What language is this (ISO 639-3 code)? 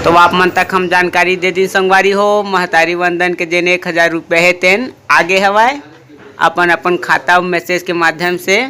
hne